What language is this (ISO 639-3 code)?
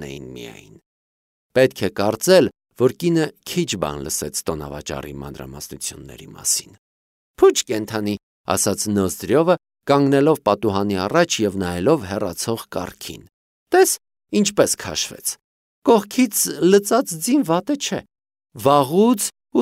hye